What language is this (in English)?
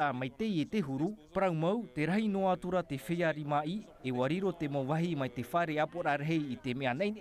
Tahitian